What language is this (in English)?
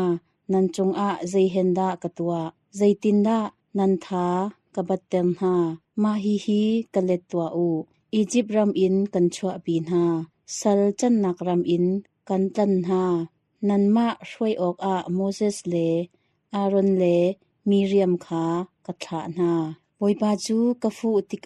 Hakha Chin